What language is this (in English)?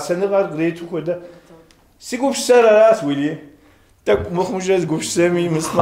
Kabardian